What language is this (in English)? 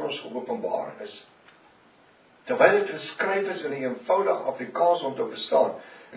Afrikaans